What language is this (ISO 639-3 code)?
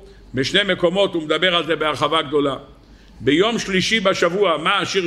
heb